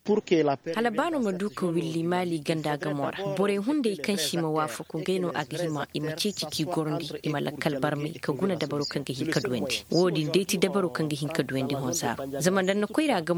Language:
Koyraboro Senni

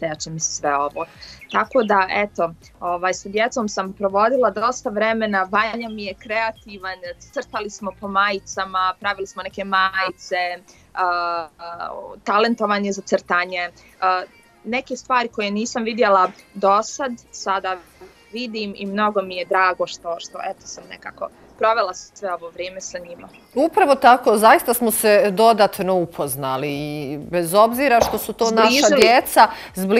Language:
Bosnian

